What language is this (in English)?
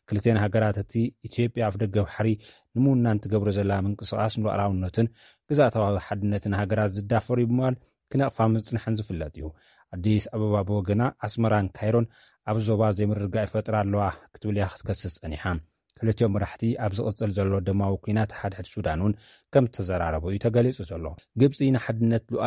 Tigrinya